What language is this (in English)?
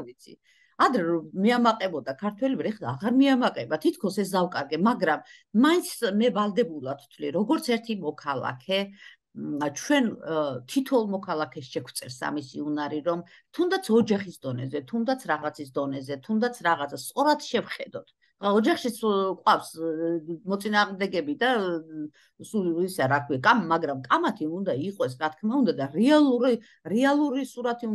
Georgian